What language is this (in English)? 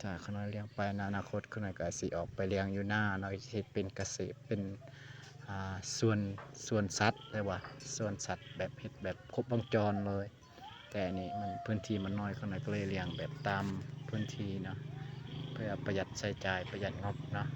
Lao